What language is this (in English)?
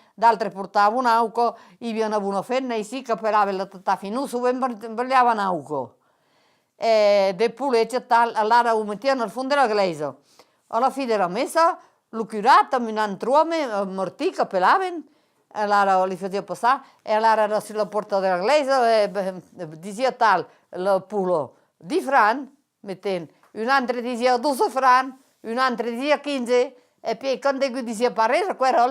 Occitan